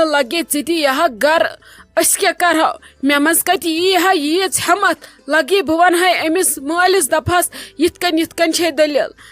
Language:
Kashmiri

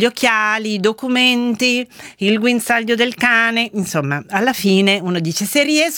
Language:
Italian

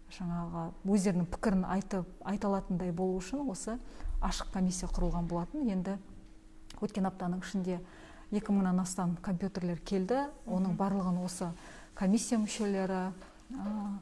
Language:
Kazakh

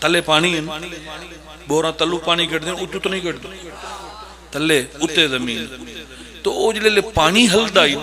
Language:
Pahari-Potwari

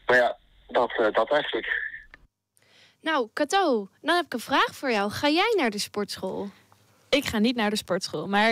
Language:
Dutch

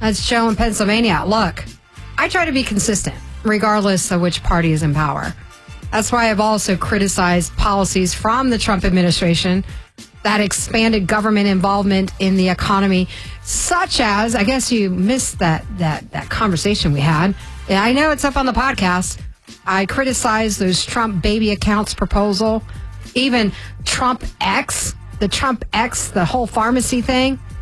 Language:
English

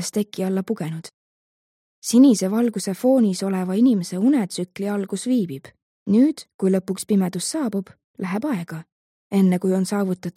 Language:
Estonian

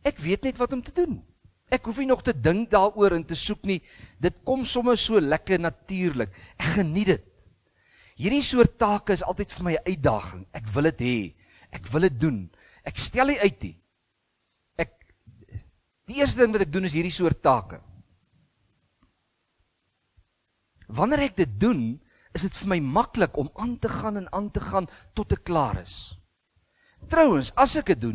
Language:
Afrikaans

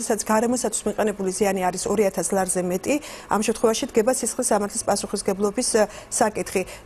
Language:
Georgian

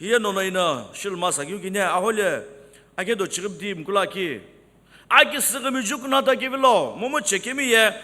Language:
Sumi Naga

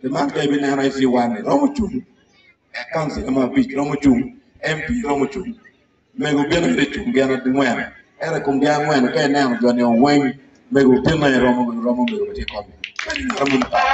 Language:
Acoli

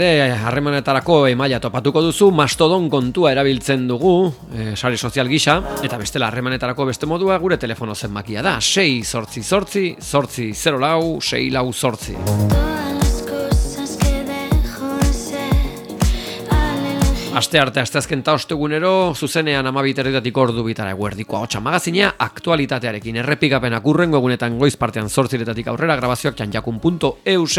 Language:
Basque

